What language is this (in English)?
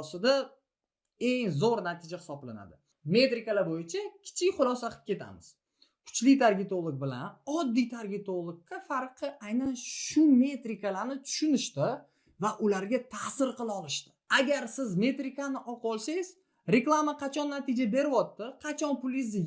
Uzbek